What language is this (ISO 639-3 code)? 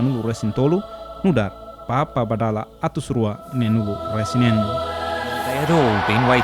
tet